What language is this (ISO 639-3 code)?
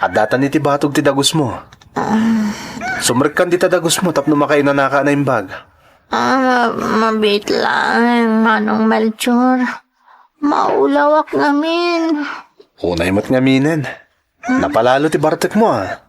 ilo